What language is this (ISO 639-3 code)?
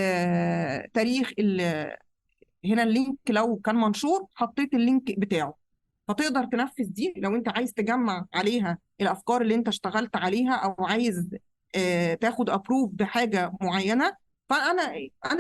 arz